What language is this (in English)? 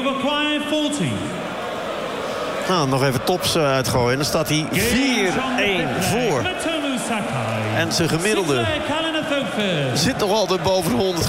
Dutch